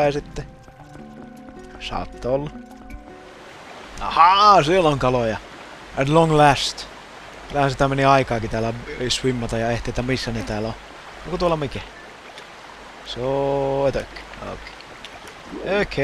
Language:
Finnish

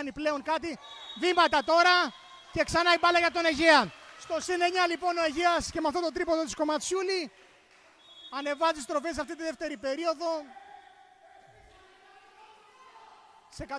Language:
Greek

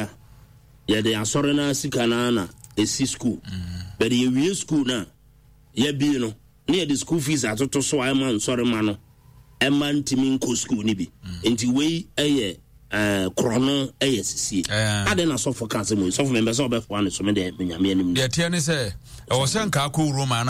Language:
Akan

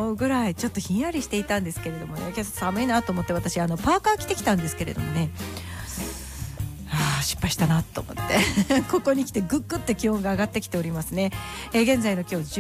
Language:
Japanese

